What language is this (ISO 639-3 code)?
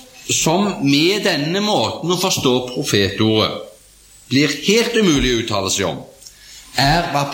nor